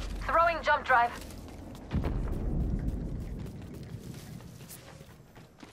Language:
English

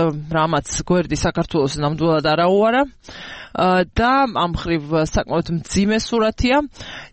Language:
Georgian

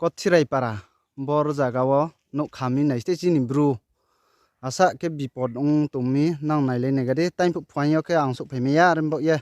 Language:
Riang (India)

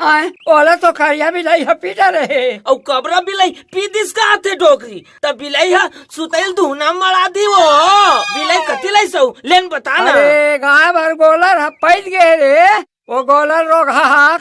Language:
Chhattisgarhi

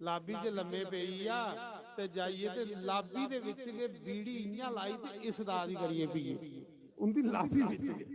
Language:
Dogri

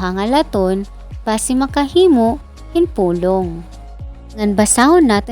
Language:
Waray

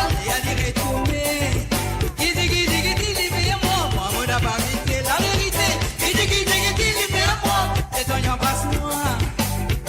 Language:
Morisyen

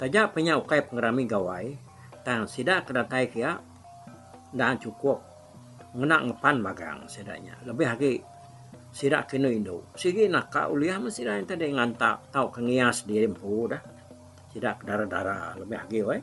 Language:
Iban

